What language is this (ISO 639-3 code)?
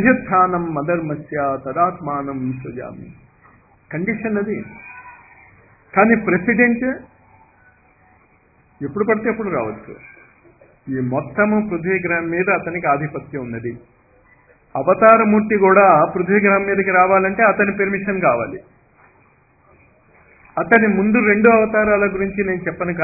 tel